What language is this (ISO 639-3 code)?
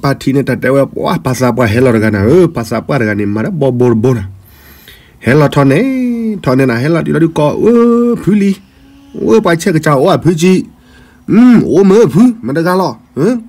ksw